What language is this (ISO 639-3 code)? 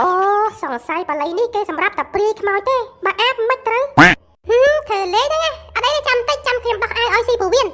khm